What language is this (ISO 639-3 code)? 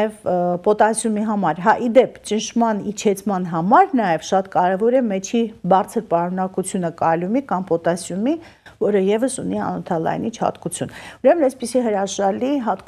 hye